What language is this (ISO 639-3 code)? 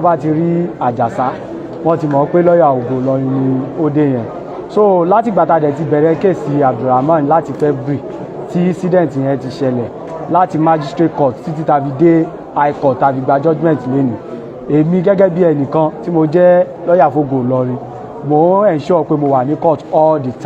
yor